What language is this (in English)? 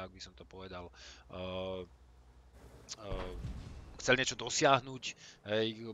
Slovak